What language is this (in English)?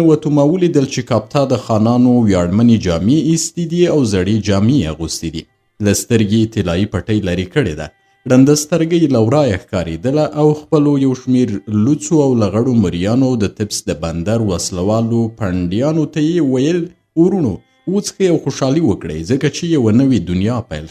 Pashto